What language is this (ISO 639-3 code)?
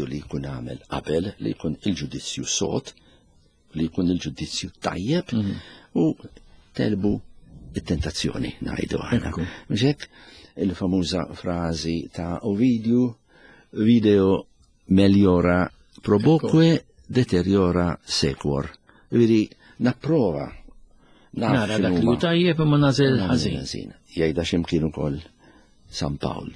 mlt